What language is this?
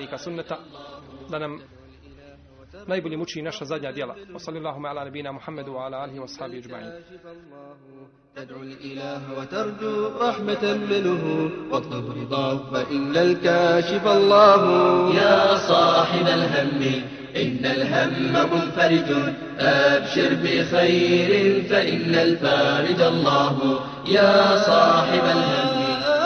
Bosnian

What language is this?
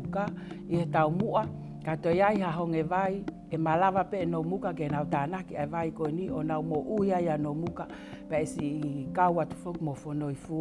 Tongan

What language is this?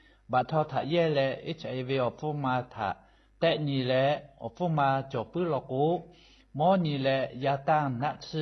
Lahu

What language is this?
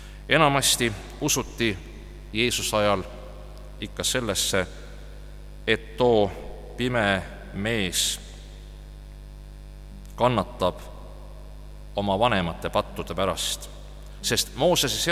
Estonian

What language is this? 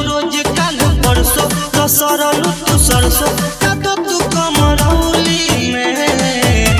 Bhojpuri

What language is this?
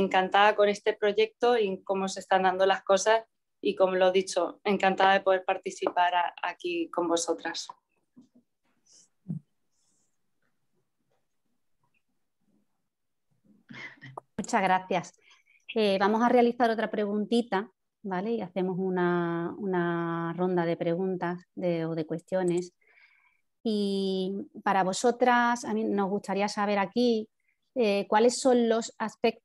Spanish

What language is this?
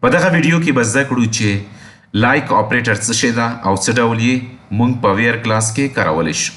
Pashto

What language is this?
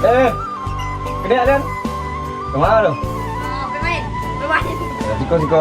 Minangkabau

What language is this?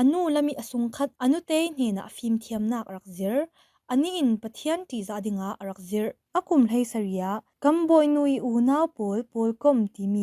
Falam Chin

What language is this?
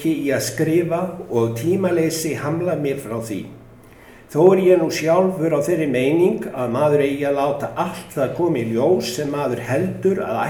Icelandic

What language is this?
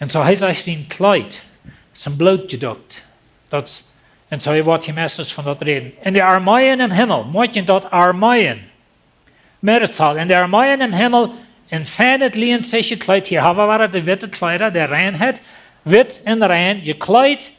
Plautdietsch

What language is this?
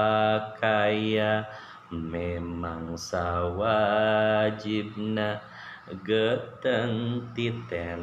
Sundanese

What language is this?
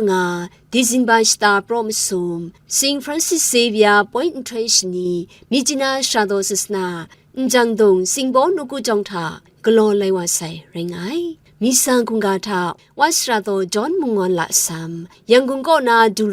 Kachin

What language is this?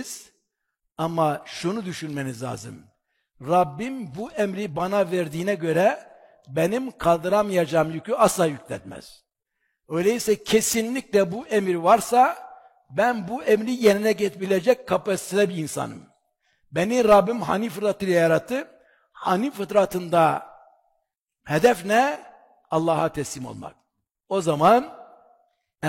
Turkish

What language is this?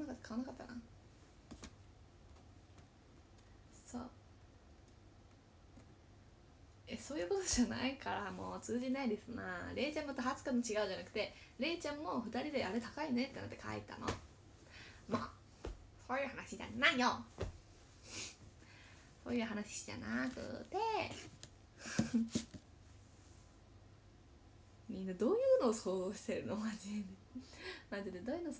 Japanese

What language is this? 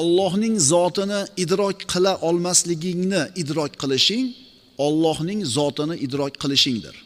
Uzbek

